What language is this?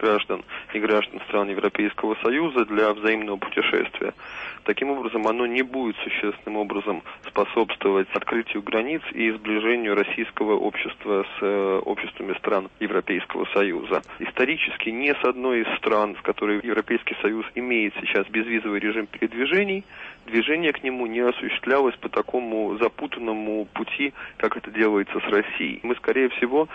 Russian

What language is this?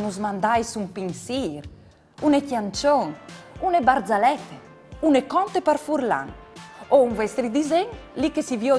Friulian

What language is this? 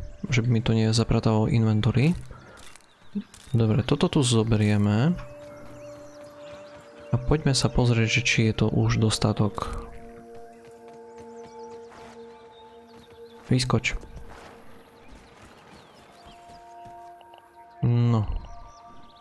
Slovak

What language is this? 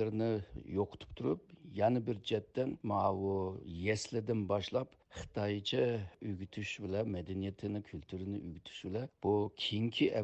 Uyghur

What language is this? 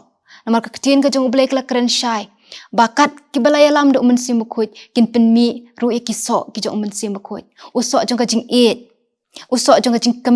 Khasi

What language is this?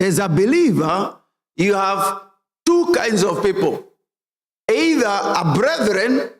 Kikuyu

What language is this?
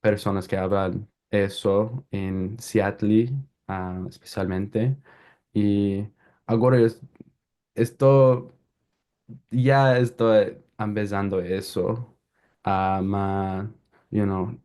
Ladino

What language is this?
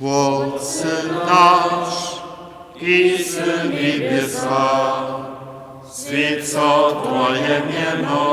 Upper Sorbian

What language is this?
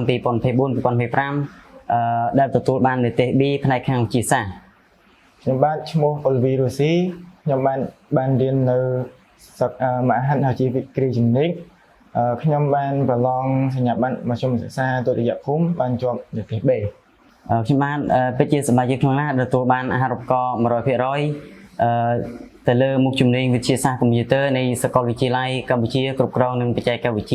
Khmer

